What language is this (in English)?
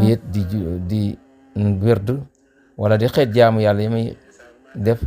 Wolof